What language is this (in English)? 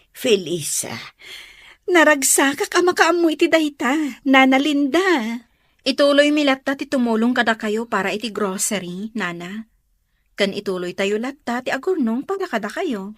Iloko